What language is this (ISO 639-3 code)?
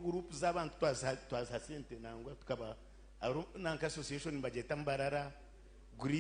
nyn